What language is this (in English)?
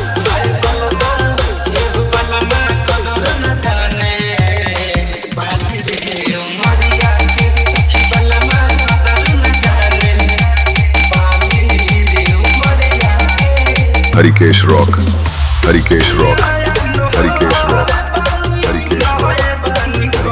Bhojpuri